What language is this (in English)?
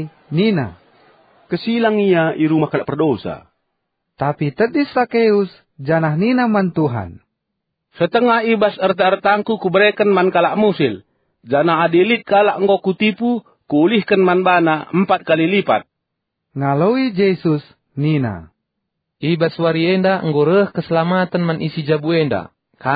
Batak Karo